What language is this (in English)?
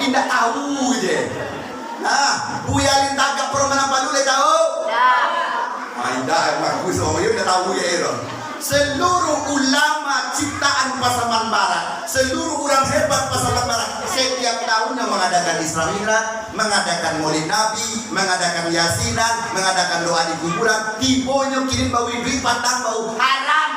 Minangkabau